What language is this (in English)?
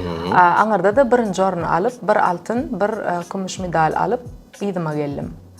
Turkmen